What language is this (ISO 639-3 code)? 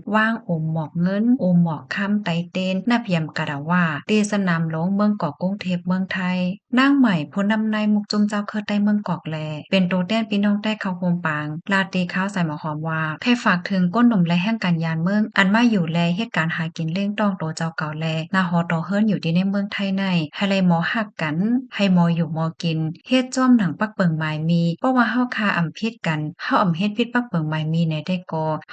shn